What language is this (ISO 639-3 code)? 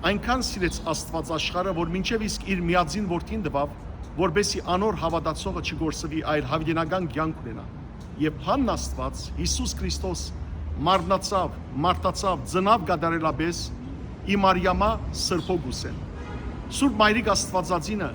hyw